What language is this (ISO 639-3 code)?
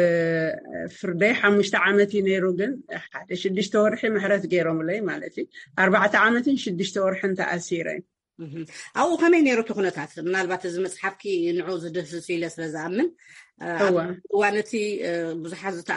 tir